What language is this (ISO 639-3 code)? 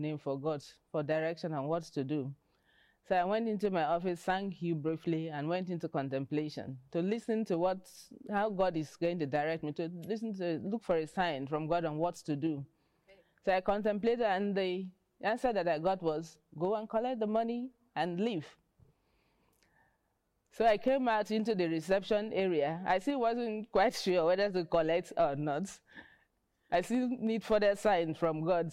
eng